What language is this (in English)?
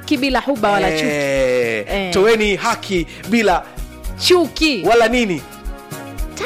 Swahili